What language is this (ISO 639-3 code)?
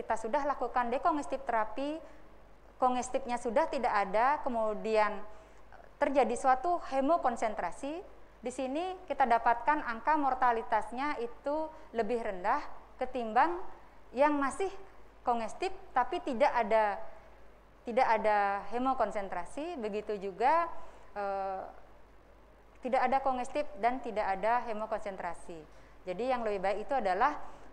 ind